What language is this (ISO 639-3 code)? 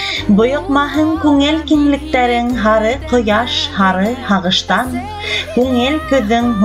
bak